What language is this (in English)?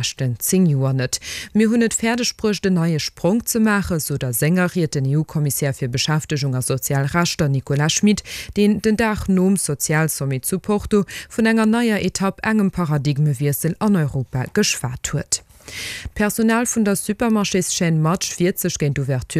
Luxembourgish